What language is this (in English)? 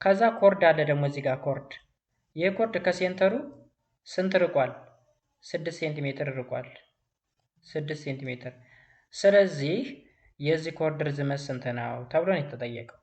Amharic